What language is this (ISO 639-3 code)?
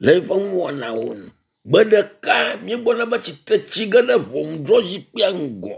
ewe